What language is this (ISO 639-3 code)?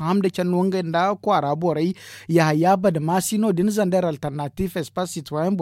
dje